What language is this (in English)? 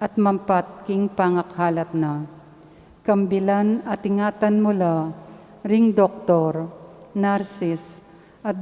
Pampanga